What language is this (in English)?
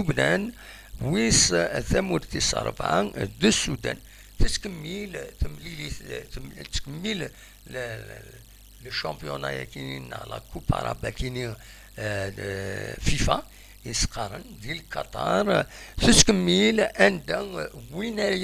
Kabyle